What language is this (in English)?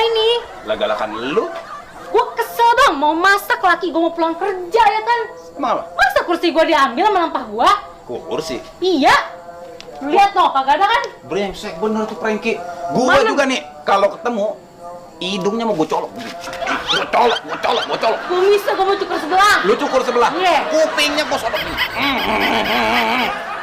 Betawi